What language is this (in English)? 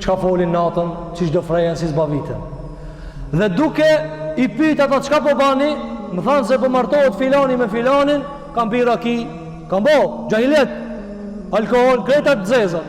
Albanian